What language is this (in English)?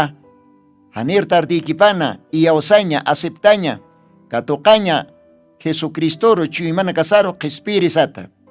Aymara